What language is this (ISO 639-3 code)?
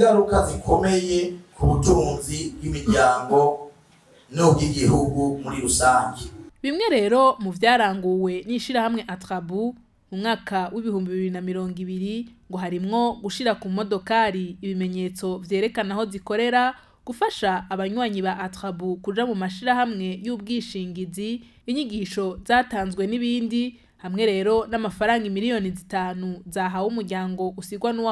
run